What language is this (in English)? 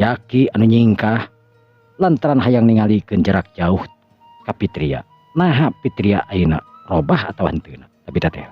Sundanese